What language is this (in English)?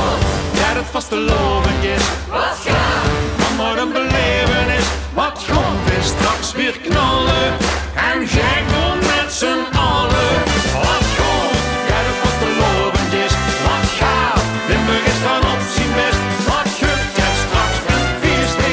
Limburgish